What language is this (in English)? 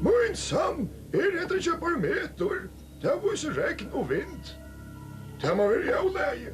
Faroese